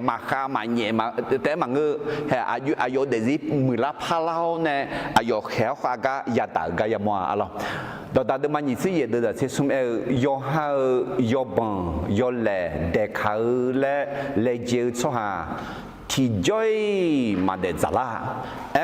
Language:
Akha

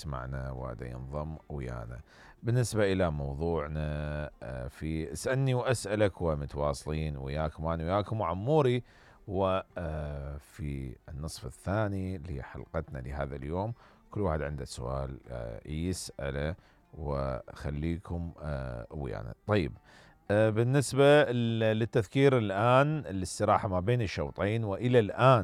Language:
Mesopotamian Arabic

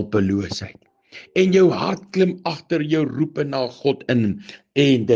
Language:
Afrikaans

